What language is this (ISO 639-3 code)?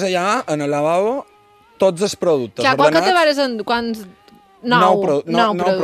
cat